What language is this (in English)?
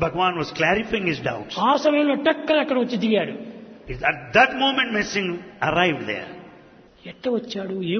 Telugu